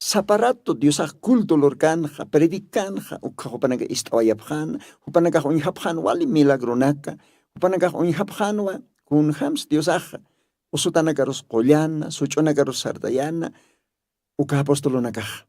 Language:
Aymara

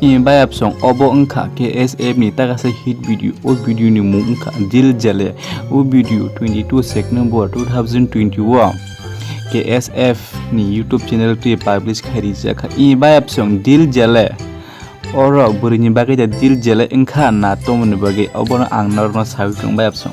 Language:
Kok Borok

